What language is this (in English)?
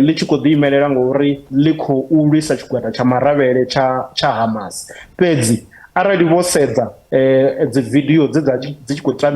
Venda